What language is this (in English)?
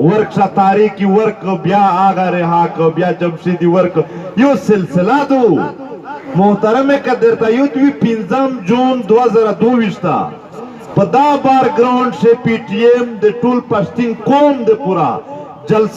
Pashto